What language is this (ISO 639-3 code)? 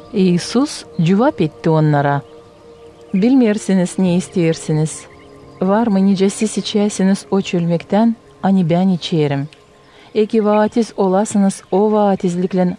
gag